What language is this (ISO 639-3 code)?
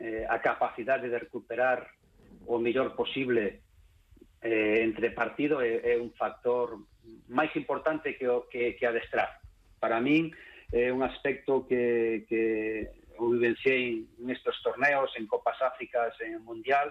glg